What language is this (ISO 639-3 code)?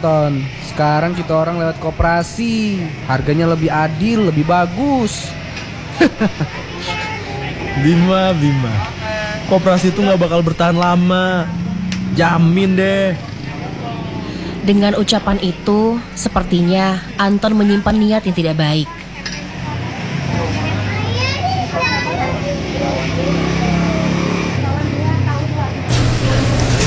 ind